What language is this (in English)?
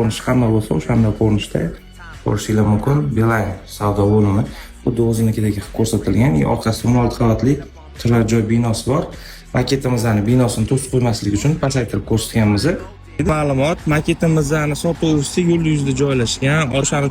Uzbek